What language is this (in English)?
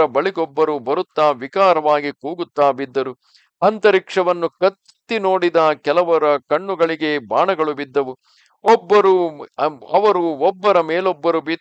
Kannada